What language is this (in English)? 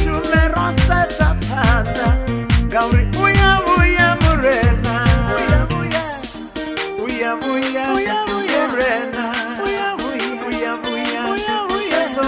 Venda